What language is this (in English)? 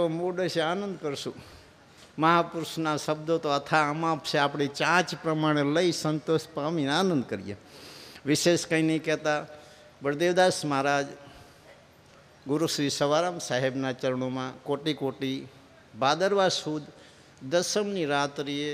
Gujarati